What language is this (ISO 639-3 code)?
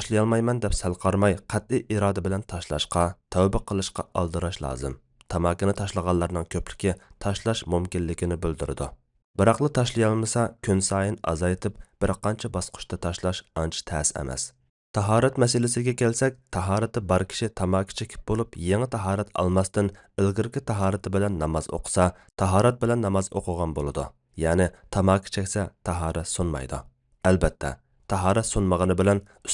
uig